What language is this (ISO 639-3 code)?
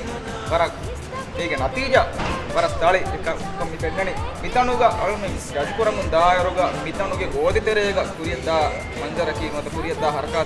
div